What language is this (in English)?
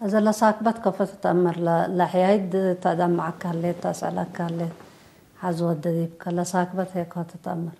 Tigre